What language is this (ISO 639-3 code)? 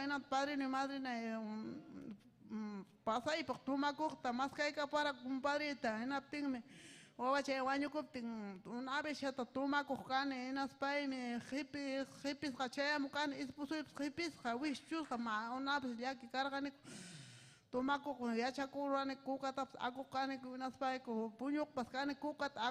quy